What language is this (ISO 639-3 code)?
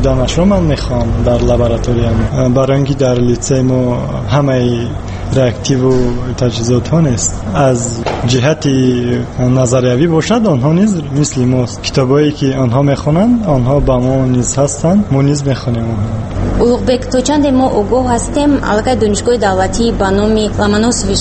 tgk